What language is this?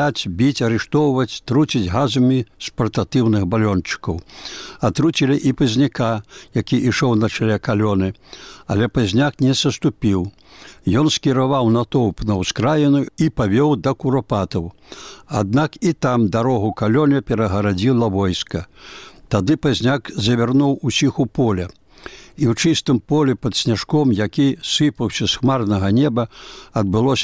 Belarusian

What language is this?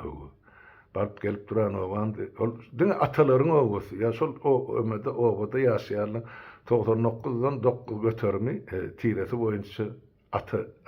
Turkmen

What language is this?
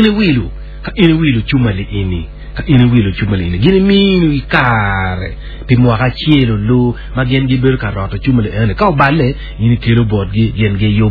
Acoli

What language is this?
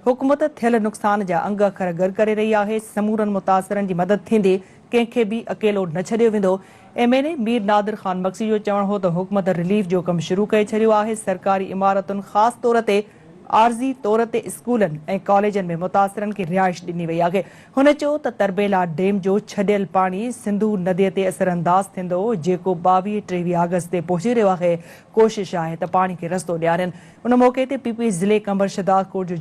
Sindhi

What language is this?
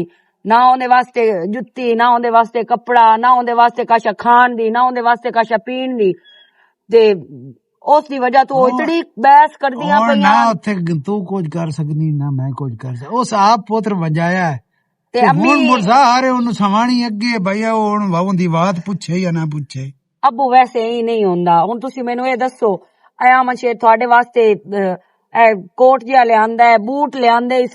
Western Panjabi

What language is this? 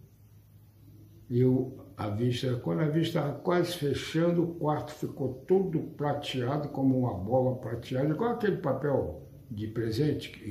Portuguese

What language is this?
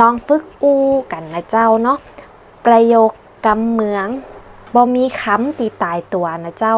Northern Thai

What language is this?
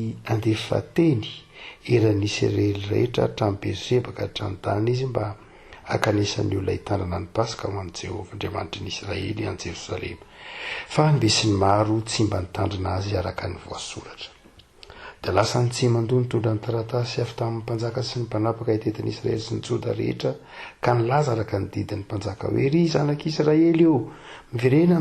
Malagasy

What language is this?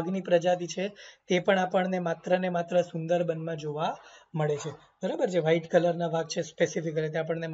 Gujarati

